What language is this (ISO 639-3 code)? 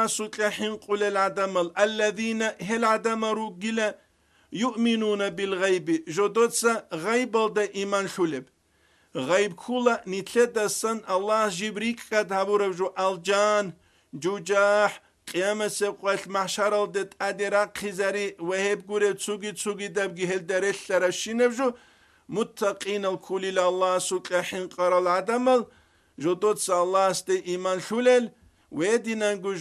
ava